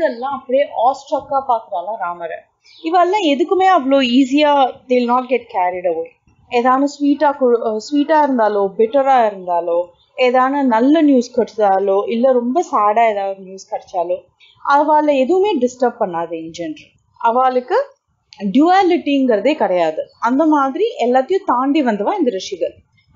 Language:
Tamil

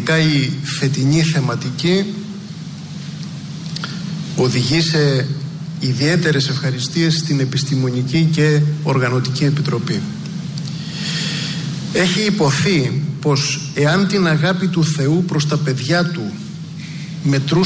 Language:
Greek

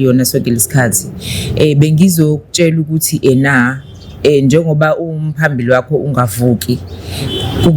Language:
Zulu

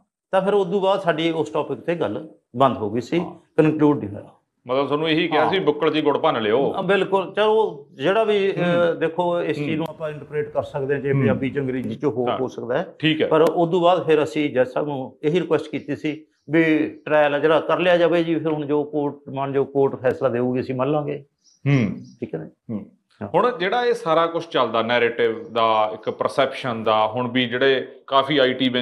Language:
Punjabi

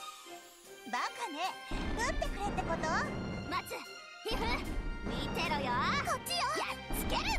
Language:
Japanese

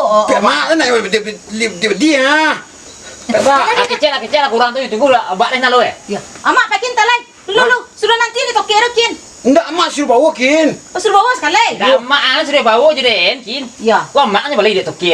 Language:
Minangkabau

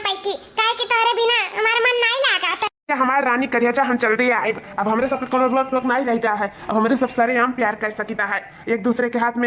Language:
Awadhi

